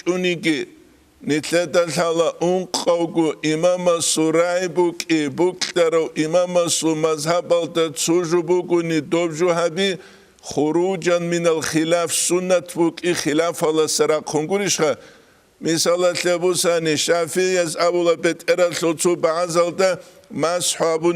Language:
Avaric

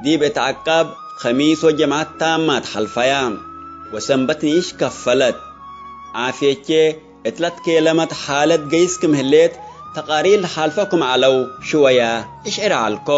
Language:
Tigre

